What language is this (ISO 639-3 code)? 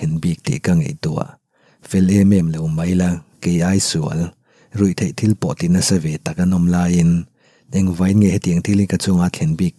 lus